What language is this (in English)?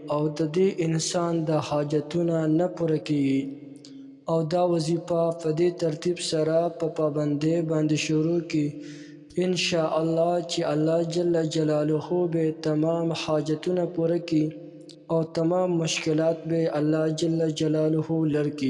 Pashto